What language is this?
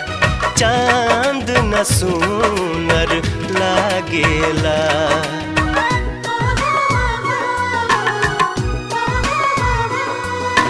Bhojpuri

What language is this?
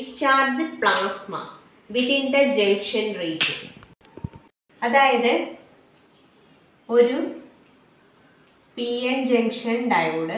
Malayalam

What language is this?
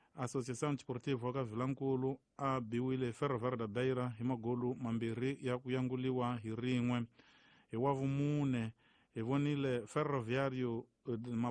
Tsonga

